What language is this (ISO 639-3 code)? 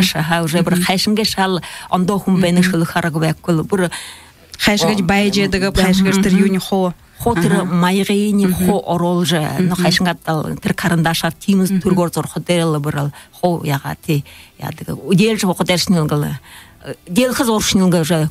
bua